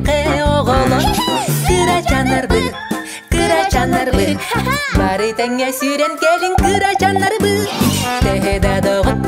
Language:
Yakut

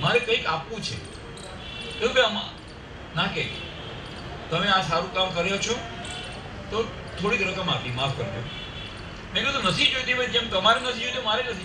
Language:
Gujarati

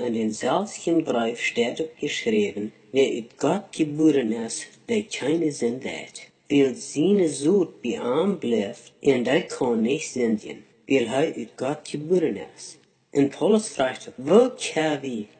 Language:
Plautdietsch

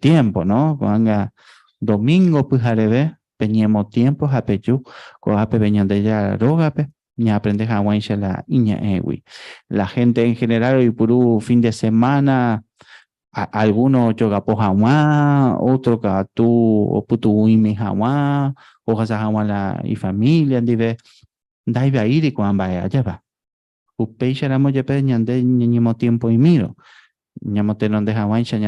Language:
Guarani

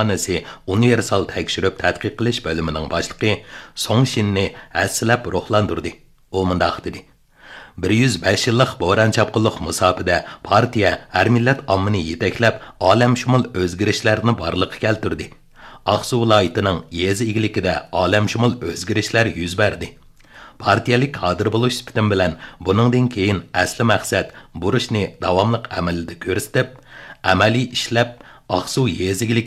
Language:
Uyghur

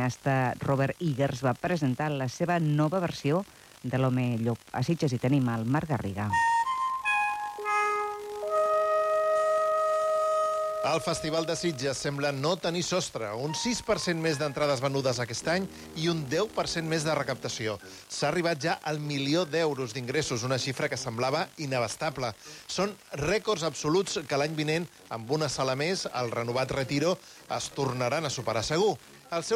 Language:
Catalan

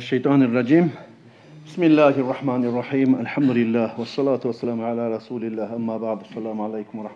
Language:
Kumyk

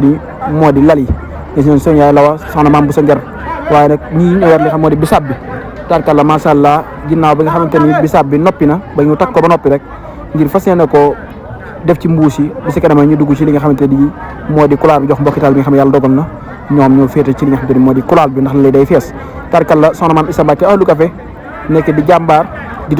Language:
Wolof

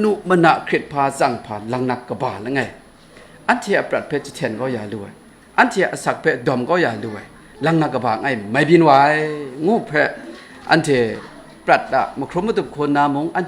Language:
Kachin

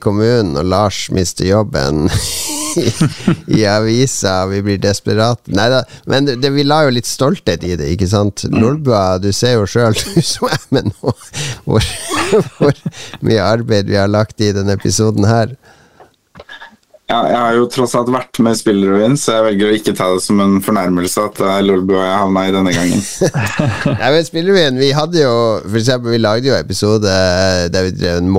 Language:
Norwegian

